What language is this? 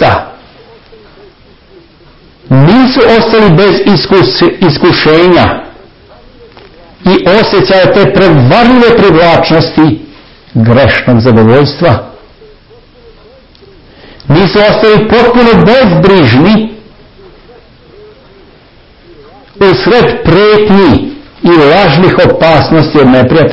Serbian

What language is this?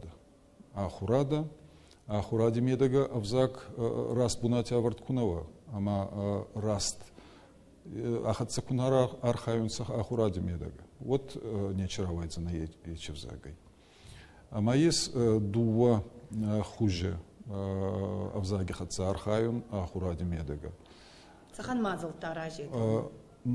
Ossetic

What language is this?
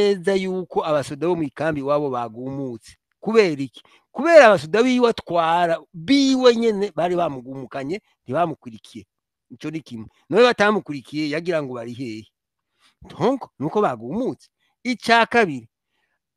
Rundi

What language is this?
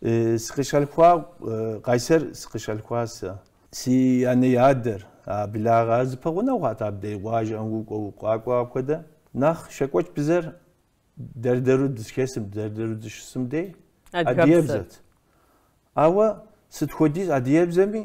Kabardian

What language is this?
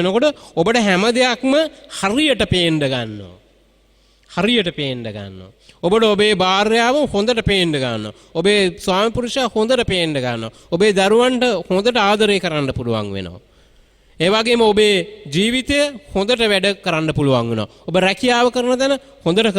Sinhala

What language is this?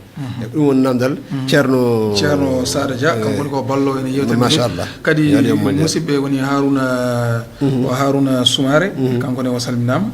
Fula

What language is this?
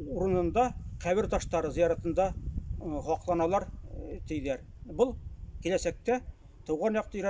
Bashkir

